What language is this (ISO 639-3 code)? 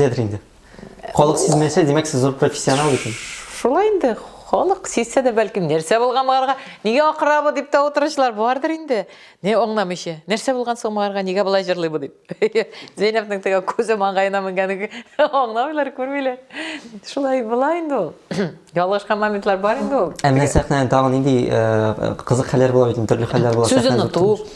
tat